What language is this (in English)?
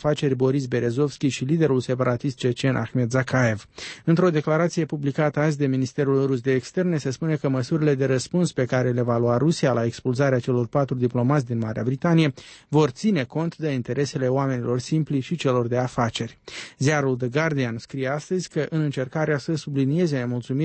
Romanian